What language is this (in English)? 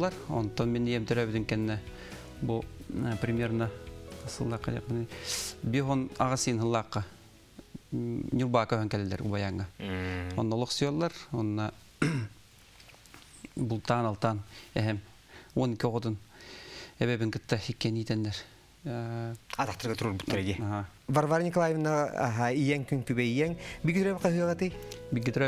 Yakut